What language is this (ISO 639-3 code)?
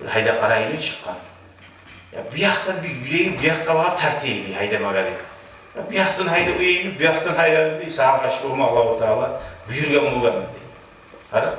kum